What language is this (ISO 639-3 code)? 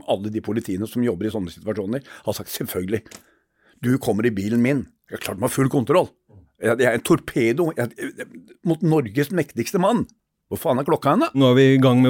nor